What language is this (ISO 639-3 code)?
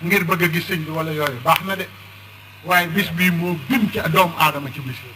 wol